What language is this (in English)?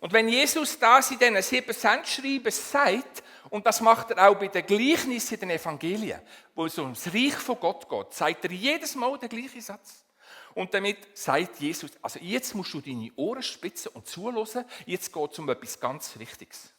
Swiss German